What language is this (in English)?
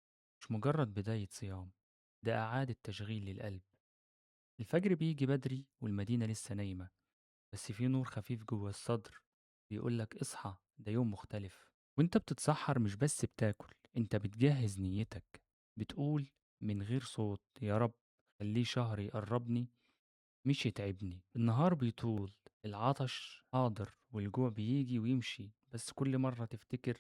Egyptian Arabic